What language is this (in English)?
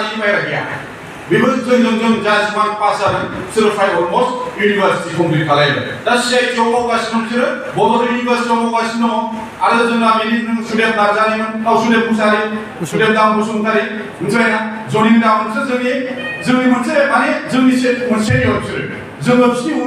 Bodo